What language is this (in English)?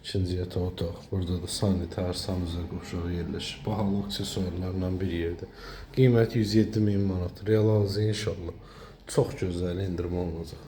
Azerbaijani